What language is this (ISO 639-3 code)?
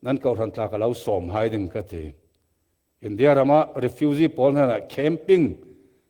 cfm